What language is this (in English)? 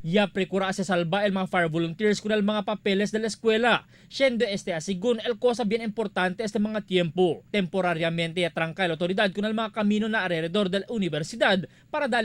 Chavacano